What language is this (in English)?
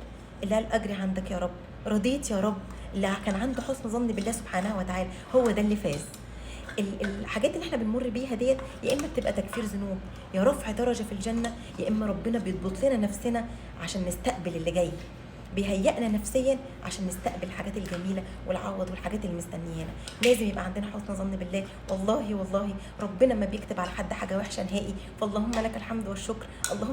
Egyptian Arabic